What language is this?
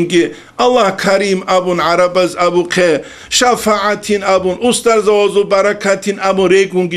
Avaric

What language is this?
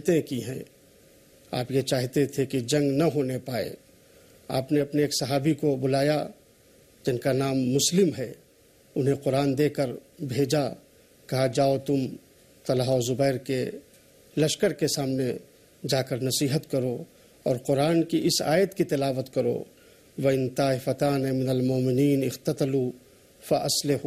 Urdu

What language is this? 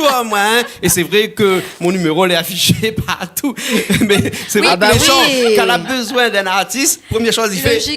Réunion Creole French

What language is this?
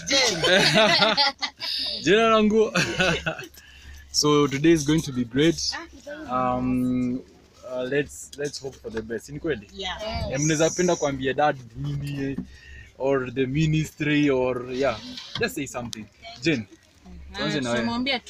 Swahili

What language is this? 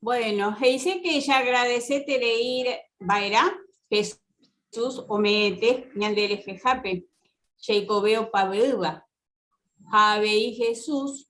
Guarani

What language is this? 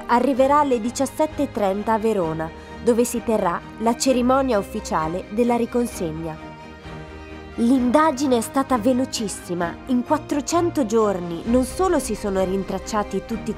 Italian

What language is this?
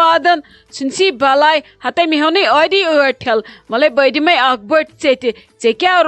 Kashmiri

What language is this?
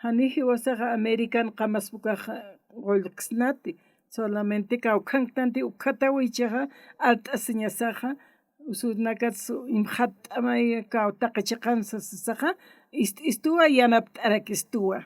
Aymara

